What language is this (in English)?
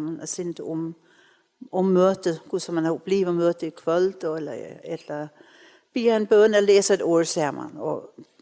Faroese